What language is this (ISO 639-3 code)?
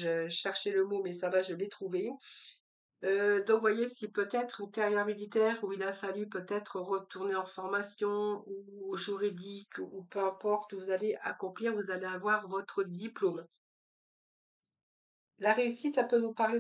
fra